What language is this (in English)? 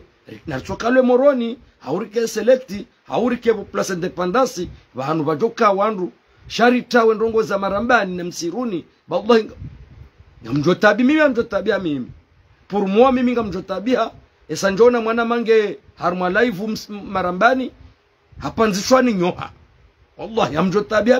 Ngazidja Comorian